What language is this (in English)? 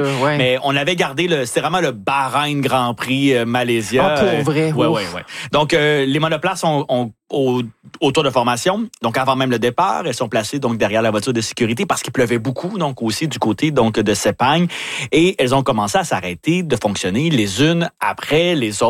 French